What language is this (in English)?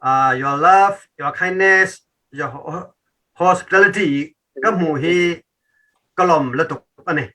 Hakha Chin